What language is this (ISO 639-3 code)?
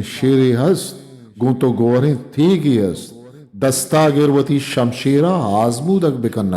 bgp